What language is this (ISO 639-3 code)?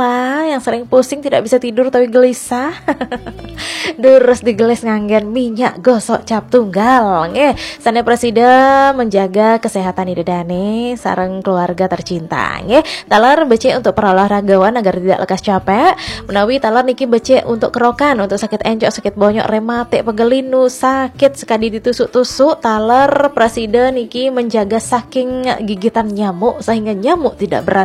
ban